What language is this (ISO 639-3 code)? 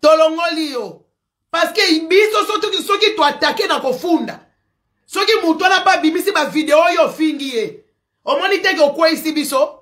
lin